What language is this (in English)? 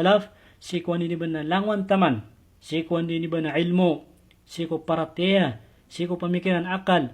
Maranao